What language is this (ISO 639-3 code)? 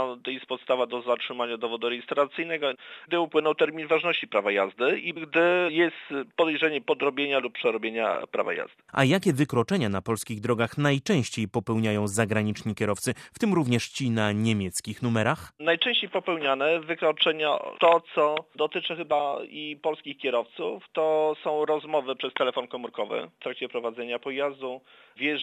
pol